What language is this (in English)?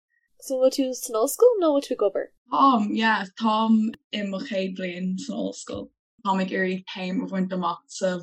Irish